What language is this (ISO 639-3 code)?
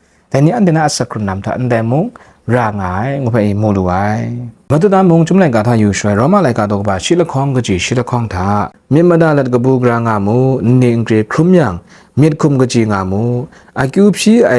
kac